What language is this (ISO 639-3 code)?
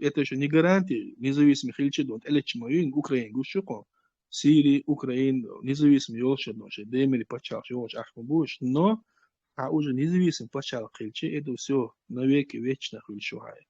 che